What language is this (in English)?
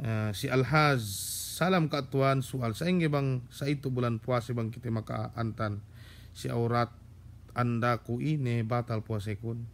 Yakan